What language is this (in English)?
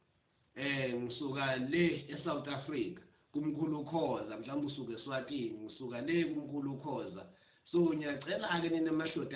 Zulu